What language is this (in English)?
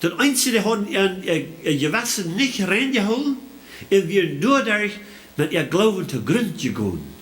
Plautdietsch